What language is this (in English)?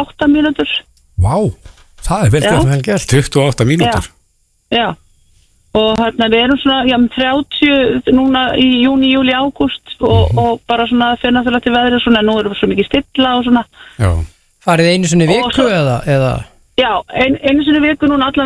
Icelandic